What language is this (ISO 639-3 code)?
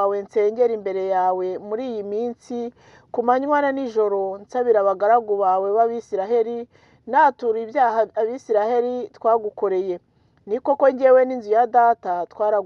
kin